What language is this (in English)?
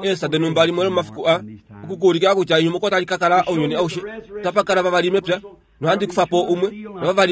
Kuanyama